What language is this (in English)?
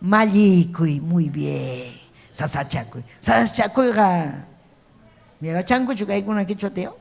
Ayacucho Quechua